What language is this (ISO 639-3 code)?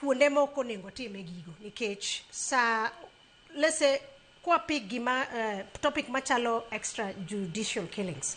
luo